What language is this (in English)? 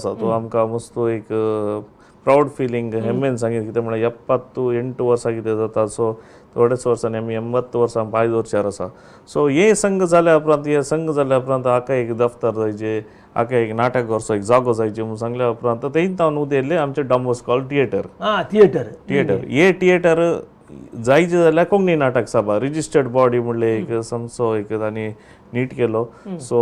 Konkani